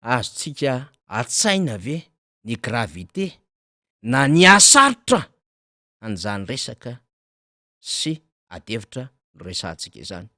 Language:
Malagasy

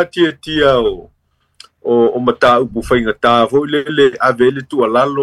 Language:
Samoan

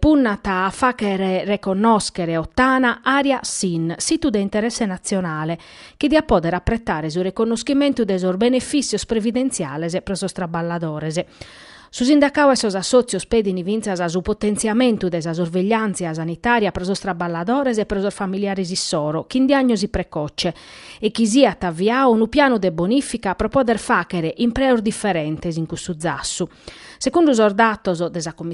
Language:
Sardinian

